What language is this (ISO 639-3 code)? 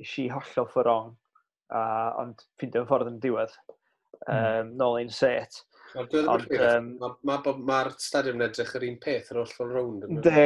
cym